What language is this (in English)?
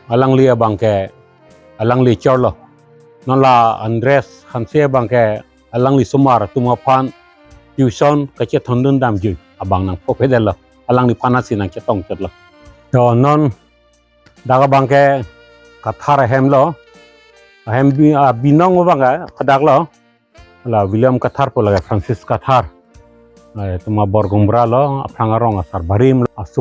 Karbi